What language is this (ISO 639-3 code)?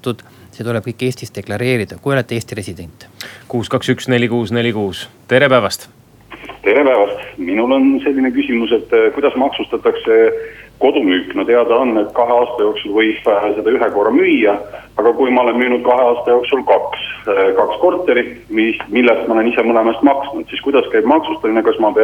est